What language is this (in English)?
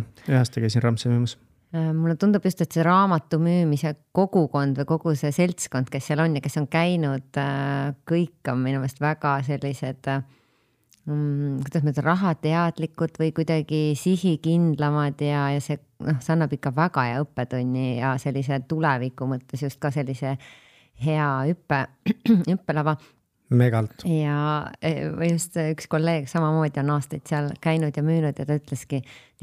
Estonian